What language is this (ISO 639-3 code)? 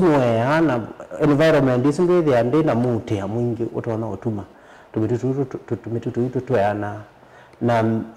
kam